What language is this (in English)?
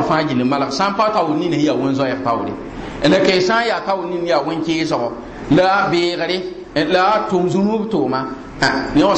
Mossi